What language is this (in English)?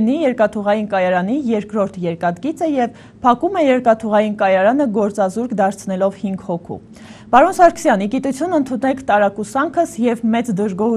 Armenian